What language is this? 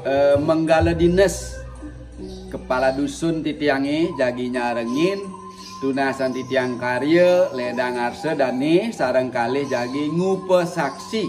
Balinese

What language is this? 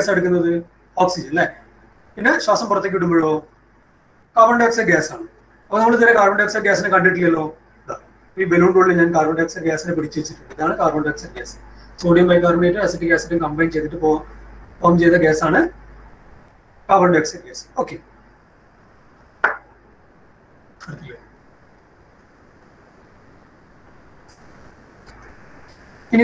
Malayalam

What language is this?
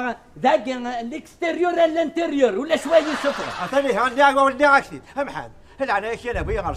Kabyle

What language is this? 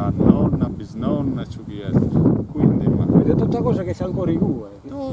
Sardinian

